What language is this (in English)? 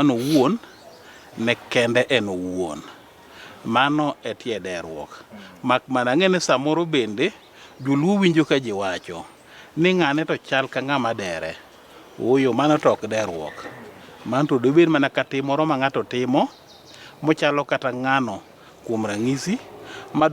Luo (Kenya and Tanzania)